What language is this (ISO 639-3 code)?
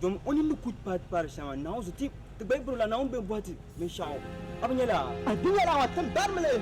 dag